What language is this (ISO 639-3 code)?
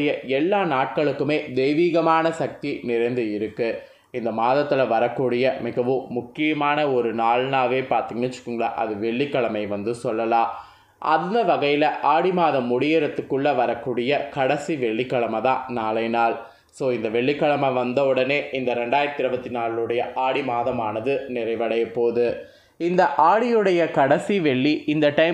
tam